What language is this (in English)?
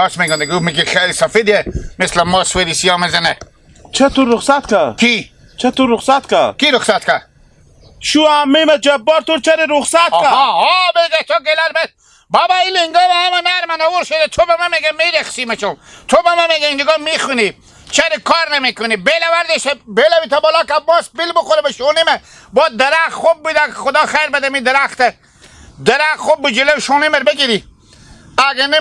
Hazaragi